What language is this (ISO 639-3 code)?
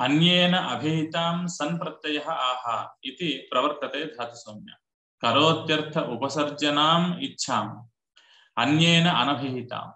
san